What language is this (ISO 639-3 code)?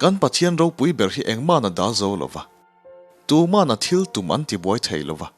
lus